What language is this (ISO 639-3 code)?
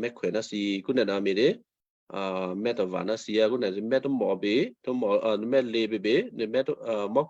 kyu